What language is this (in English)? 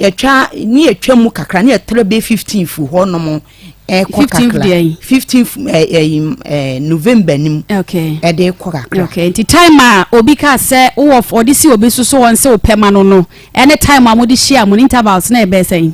Akan